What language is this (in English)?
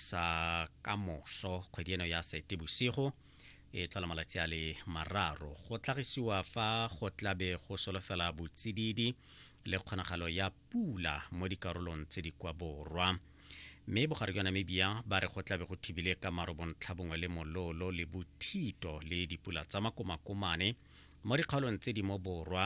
Tswana